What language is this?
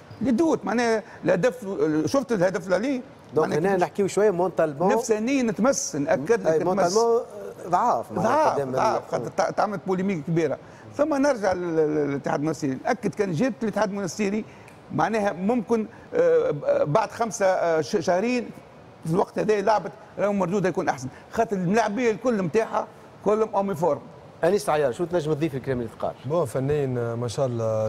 Tunisian Arabic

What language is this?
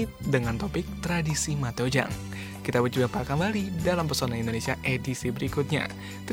Indonesian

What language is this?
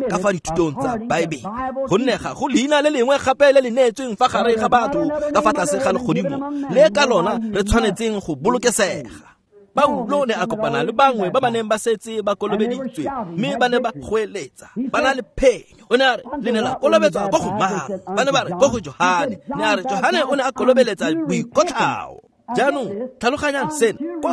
Tswana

